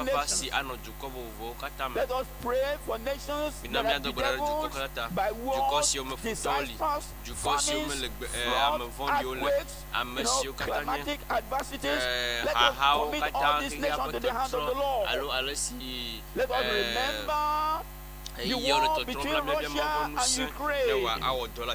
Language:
Ewe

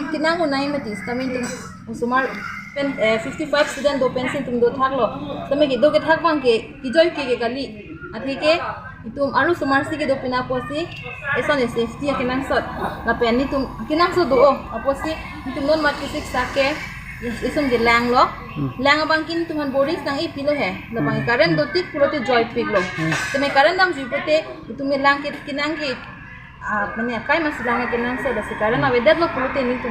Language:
Karbi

